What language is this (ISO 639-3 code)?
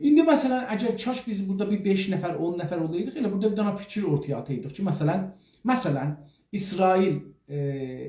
azb